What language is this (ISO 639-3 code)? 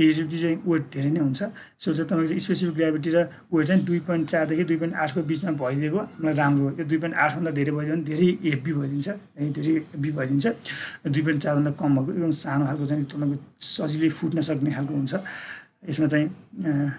nep